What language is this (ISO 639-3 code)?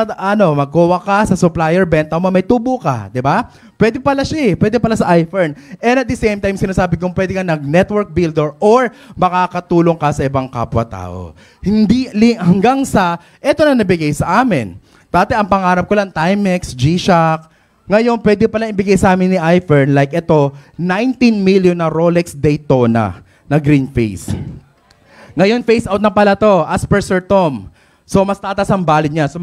fil